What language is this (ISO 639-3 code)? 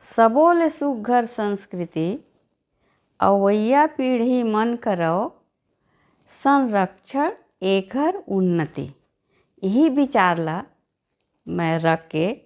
hne